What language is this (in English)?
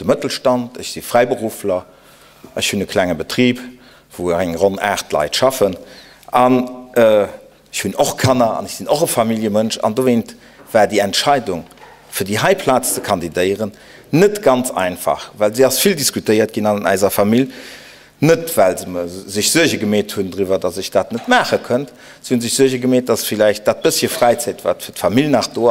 Luxembourgish